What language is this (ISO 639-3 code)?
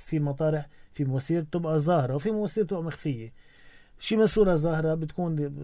apc